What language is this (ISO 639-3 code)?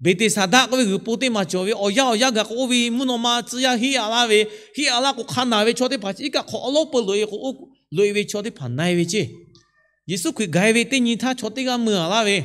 lhu